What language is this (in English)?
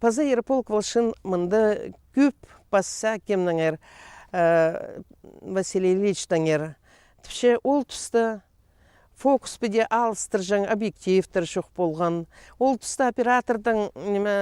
Khakas